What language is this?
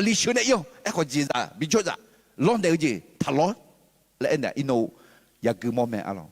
Akha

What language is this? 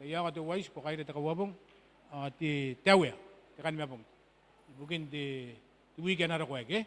Gilbertese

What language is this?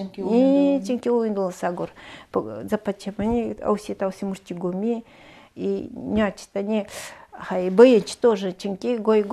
Nanai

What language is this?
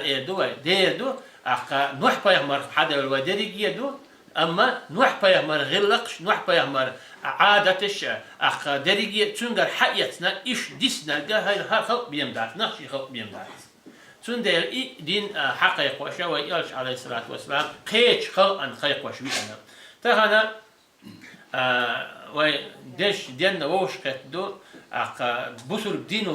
Chechen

